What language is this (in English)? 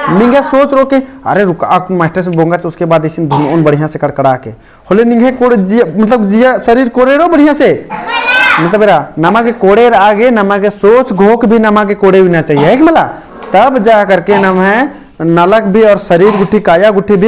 Kurukh